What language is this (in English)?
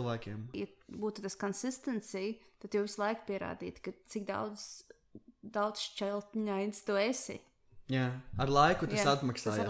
Latvian